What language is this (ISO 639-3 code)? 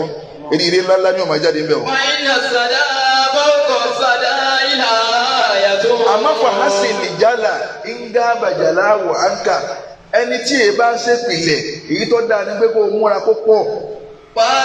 yor